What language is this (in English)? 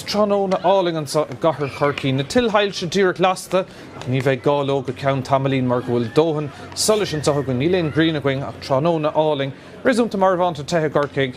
Irish